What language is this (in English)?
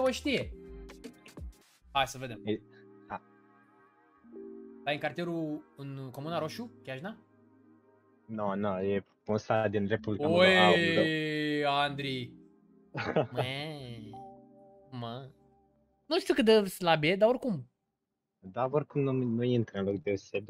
Romanian